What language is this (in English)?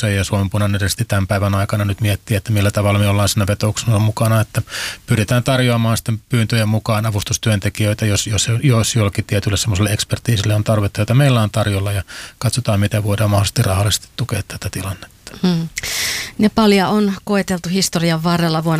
Finnish